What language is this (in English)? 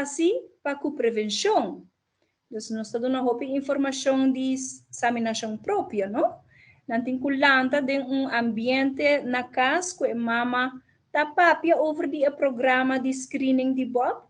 Papiamento